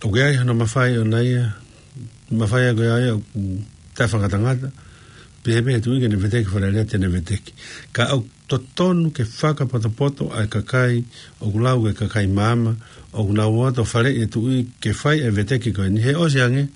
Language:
Tongan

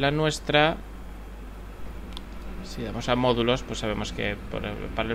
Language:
Spanish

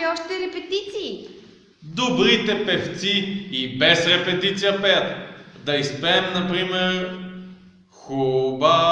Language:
Bulgarian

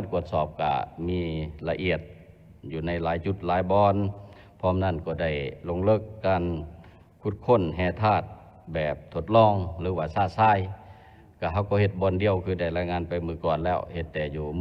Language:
Lao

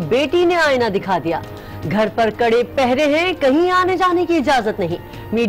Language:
Urdu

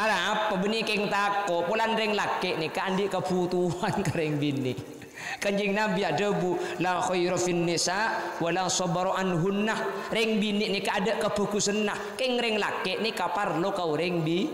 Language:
Madurese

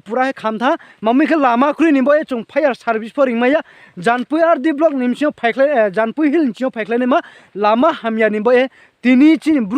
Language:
Riang (India)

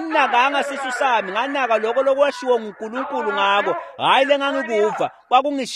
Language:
Swati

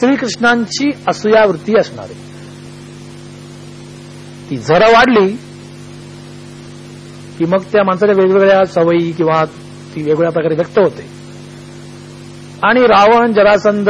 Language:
Marathi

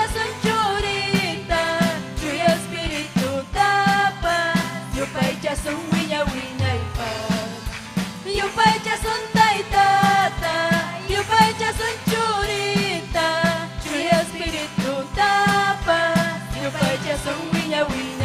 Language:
Ayacucho Quechua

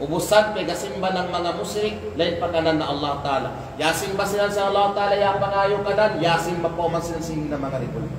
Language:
Kalagan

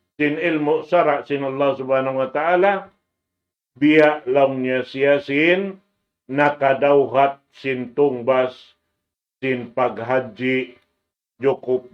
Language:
Tausug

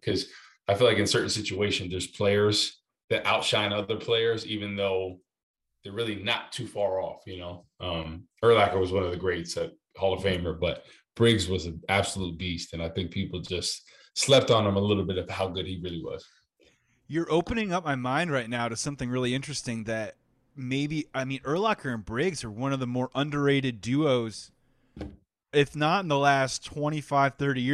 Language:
English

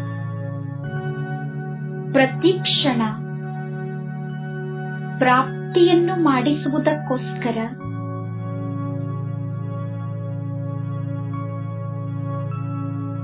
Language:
Kannada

